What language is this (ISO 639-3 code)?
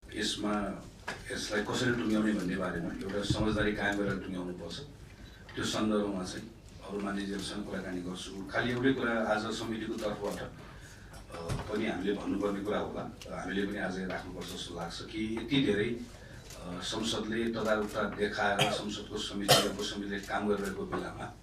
nep